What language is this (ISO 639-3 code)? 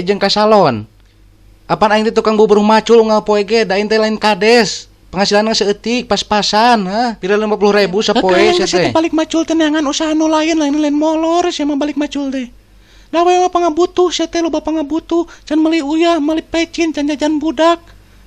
sun